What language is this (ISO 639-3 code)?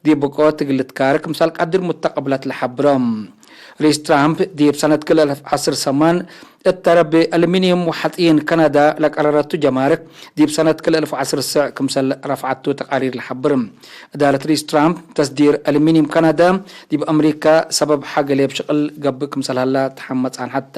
tig